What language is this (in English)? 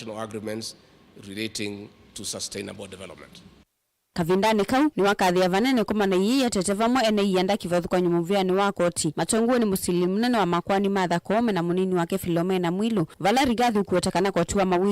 Kamba